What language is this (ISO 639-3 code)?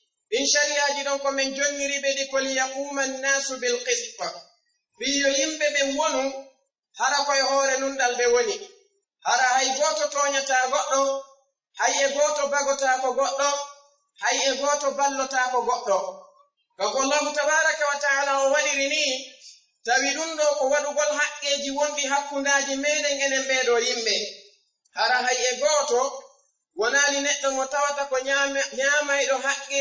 ful